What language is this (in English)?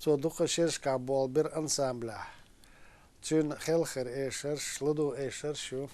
Chechen